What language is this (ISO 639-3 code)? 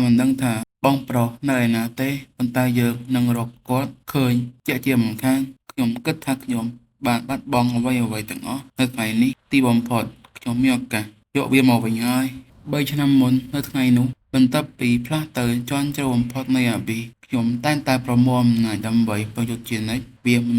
khm